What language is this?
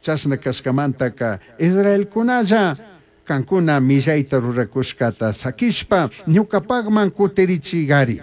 Chimborazo Highland Quichua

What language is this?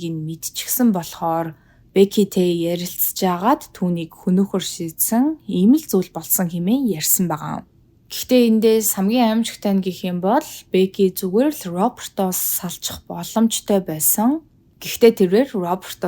Mongolian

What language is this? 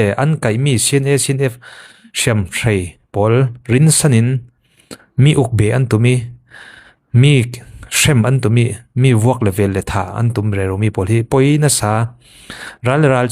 Falam Chin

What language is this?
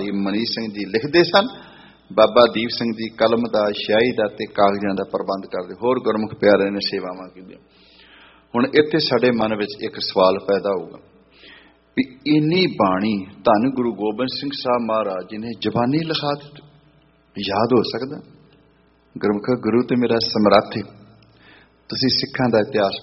Punjabi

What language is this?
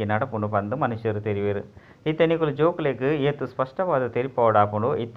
Tulu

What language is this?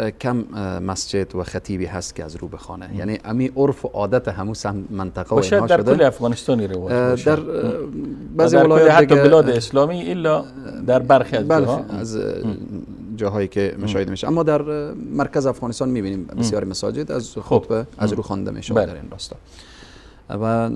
Persian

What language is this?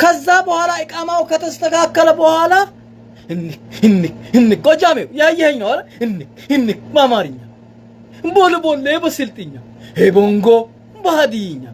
Amharic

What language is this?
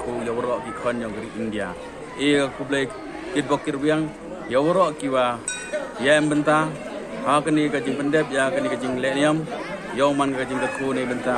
Pnar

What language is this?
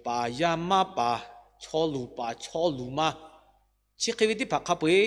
Lahu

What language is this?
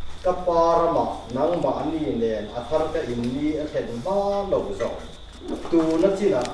Mizo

